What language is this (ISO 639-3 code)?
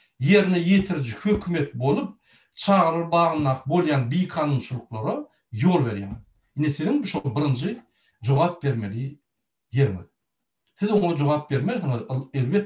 tuk